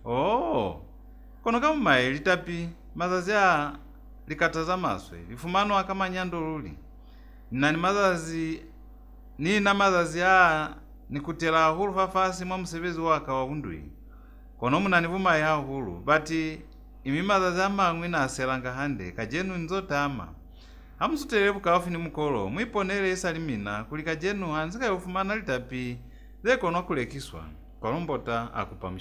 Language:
Lozi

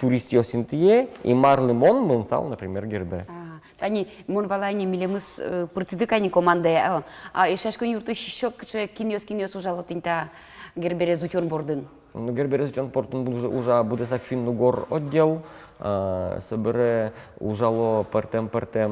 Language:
Udmurt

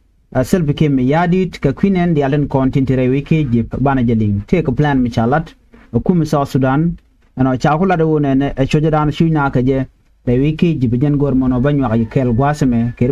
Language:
Nuer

